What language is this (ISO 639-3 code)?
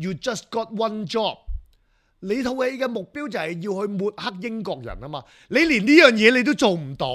yue